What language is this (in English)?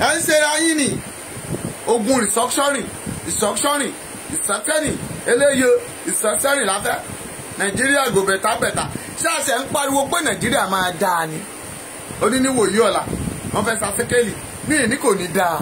Yoruba